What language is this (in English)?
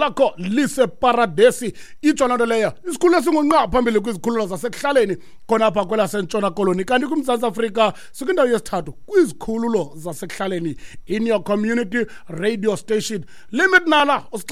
Xhosa